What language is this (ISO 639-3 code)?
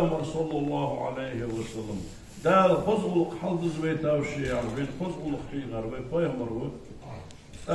inh